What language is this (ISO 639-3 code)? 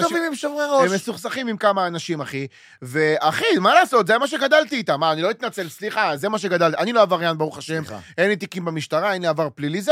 heb